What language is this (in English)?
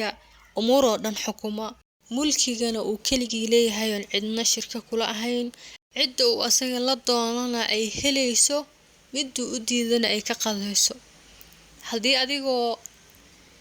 Somali